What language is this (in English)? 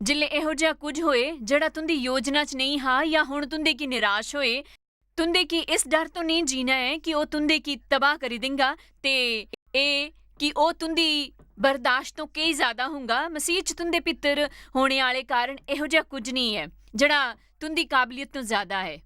Dogri